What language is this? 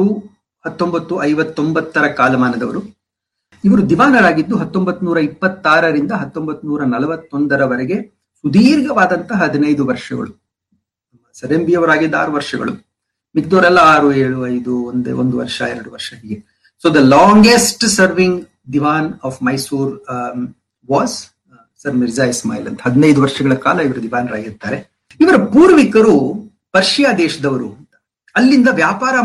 Kannada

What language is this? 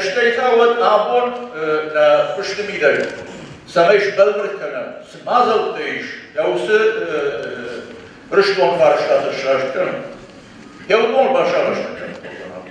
Ossetic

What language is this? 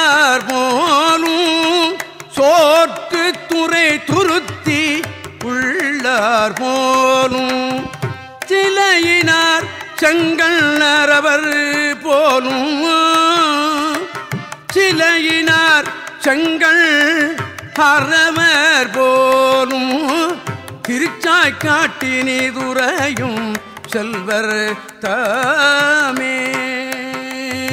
Tamil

